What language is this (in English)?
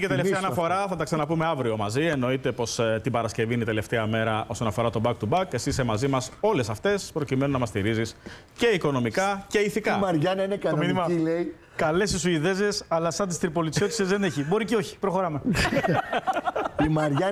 Greek